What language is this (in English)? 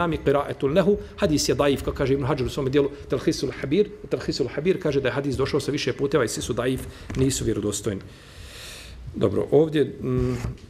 Bosnian